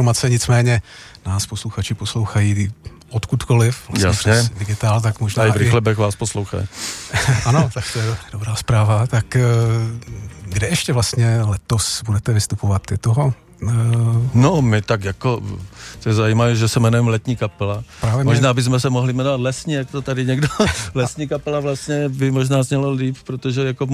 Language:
Czech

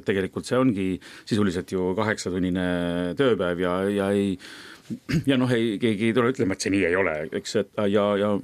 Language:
Estonian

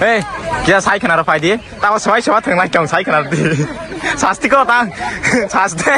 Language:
Kok Borok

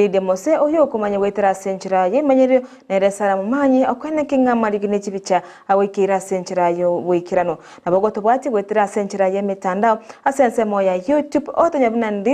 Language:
Gusii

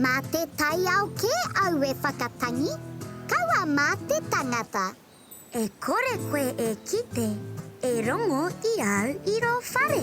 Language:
Māori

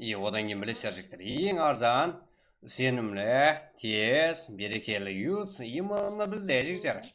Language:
Kara-Kalpak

